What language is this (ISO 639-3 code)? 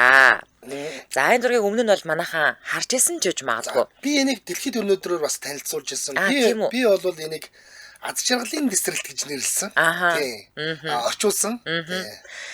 mon